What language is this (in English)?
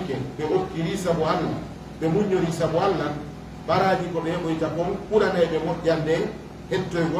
Fula